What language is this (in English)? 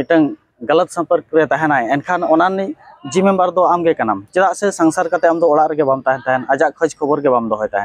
Santali